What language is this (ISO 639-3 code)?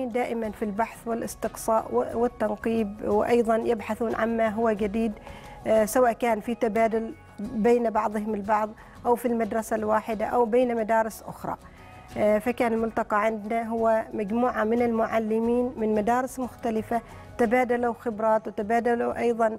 ara